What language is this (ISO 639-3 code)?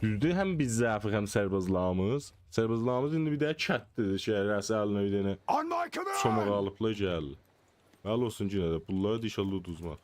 azb